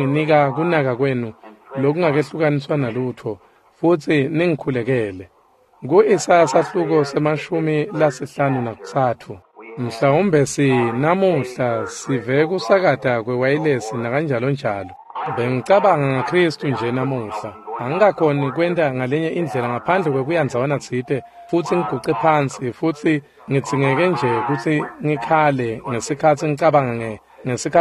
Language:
Swati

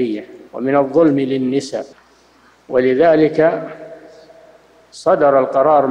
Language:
Arabic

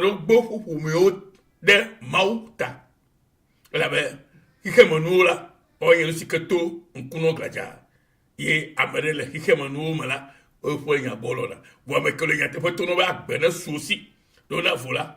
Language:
Ewe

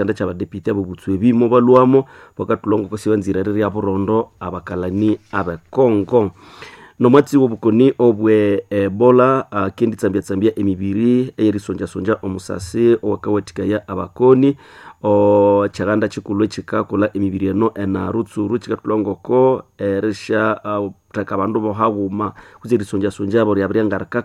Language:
Nande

